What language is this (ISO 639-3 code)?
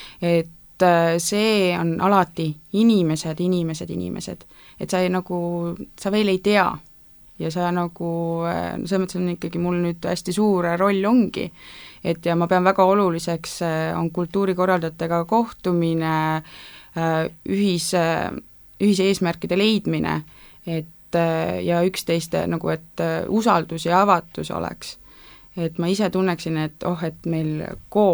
est